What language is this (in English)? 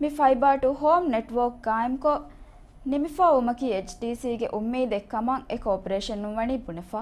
Divehi